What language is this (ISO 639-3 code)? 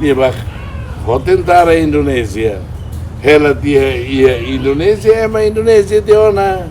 tet